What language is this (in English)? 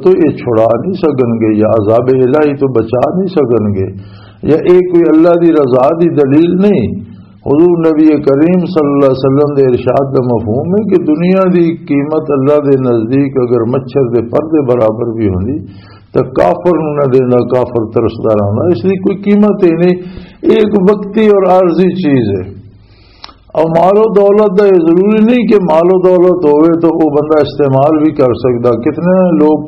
Western Panjabi